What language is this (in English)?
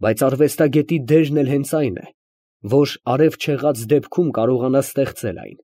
Armenian